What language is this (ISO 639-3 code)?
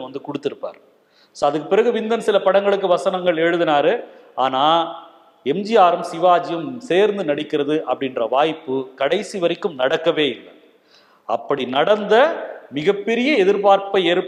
tam